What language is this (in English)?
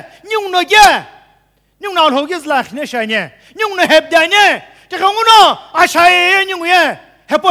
Sumi Naga